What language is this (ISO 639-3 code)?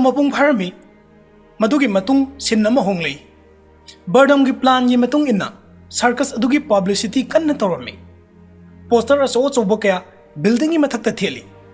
mni